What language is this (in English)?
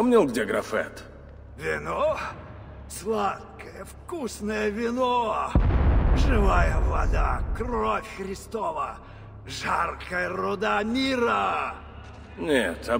Russian